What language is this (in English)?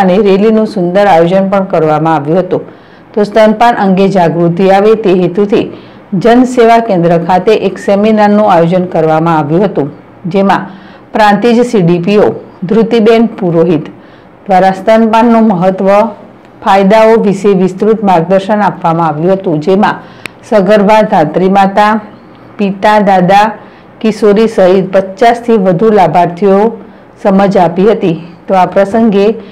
Gujarati